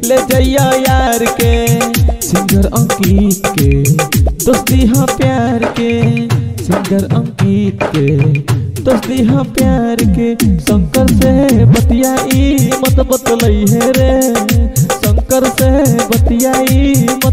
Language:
Bhojpuri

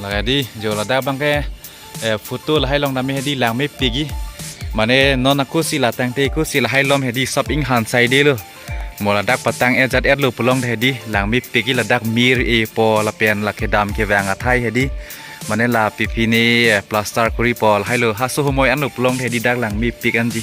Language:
Karbi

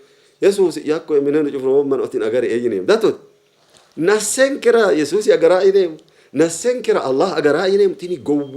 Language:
Sidamo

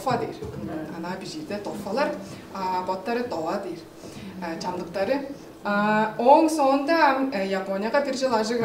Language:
Tuvinian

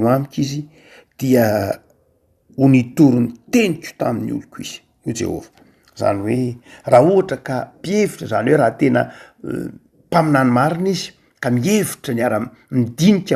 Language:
Malagasy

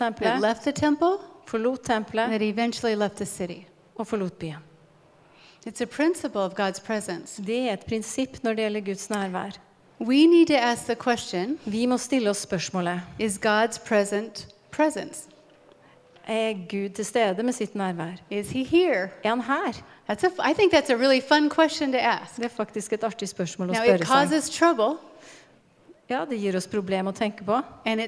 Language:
Norwegian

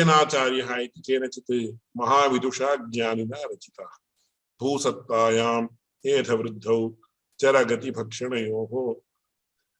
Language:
Sanskrit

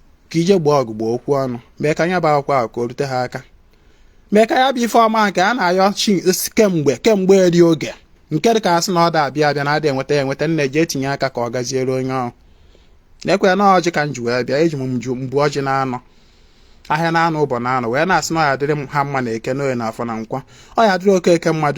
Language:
Igbo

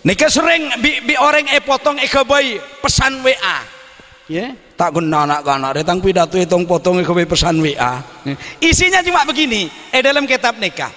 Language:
Madurese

